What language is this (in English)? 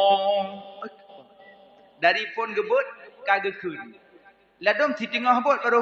Achinese